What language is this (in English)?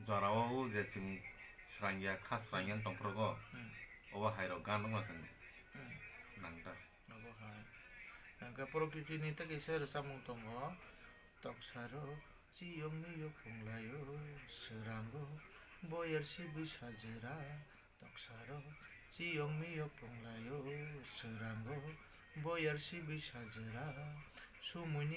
Kok Borok